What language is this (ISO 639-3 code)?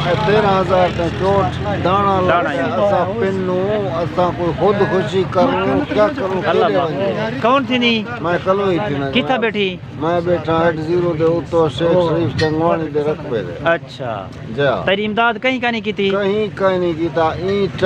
skr